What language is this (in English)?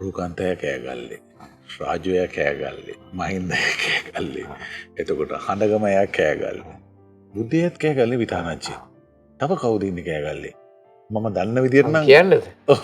Sinhala